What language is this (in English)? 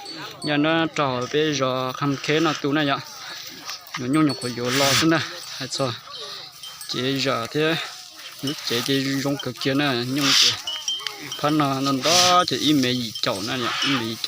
Hmong